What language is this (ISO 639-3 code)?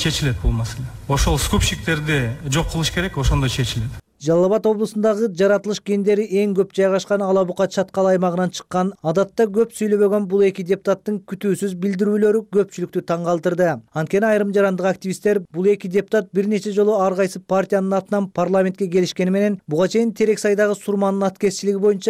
kir